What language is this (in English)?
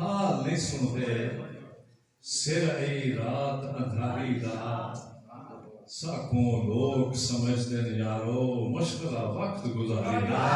Saraiki